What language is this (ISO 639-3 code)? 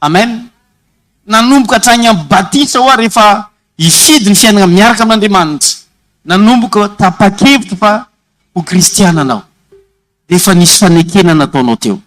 mlg